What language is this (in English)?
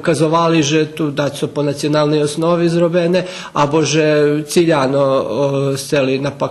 Rusyn